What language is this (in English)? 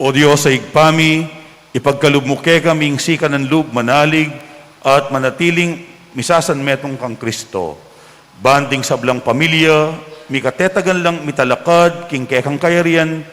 Pampanga